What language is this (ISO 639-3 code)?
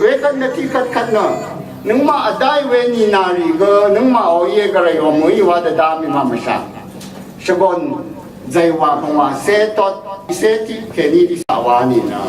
raw